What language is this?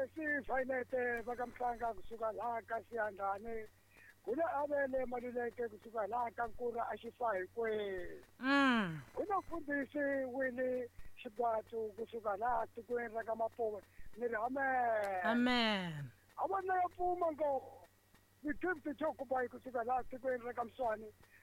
Tsonga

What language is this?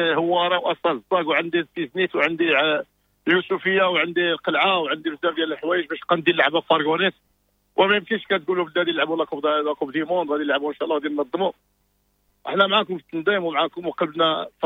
Moroccan Arabic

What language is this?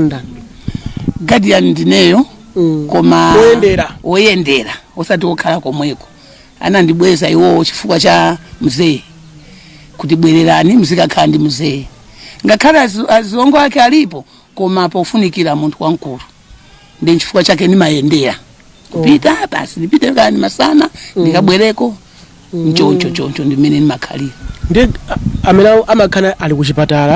Nyanja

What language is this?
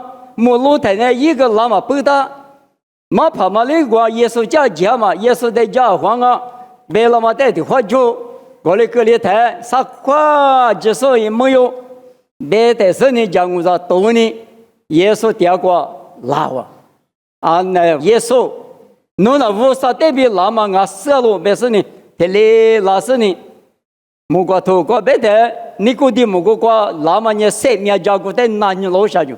Lisu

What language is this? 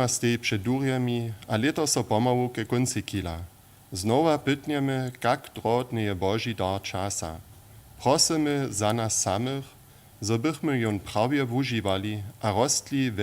Upper Sorbian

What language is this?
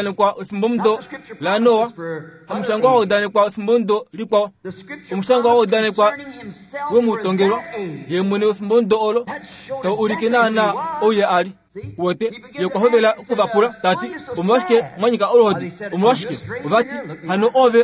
Kuanyama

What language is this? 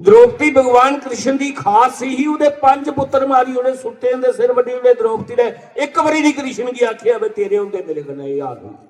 Dogri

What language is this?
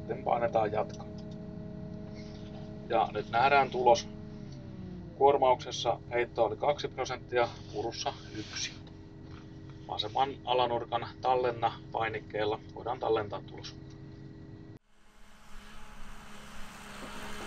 Finnish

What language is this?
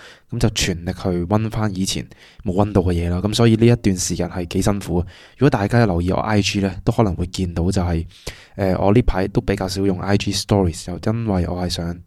Cantonese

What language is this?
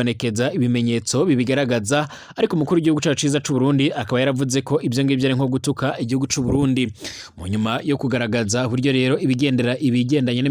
Rundi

